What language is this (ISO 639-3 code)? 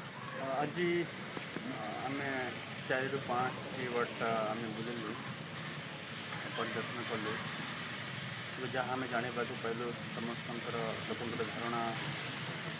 ori